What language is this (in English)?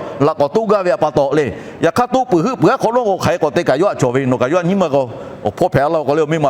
Lahu